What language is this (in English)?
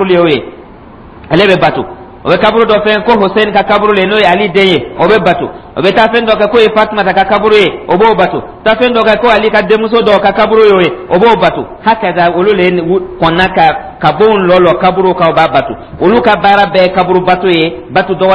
Dyula